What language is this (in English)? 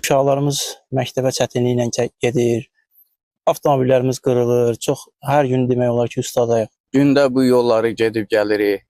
Azerbaijani